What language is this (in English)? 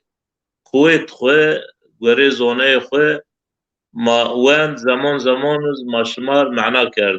Zaza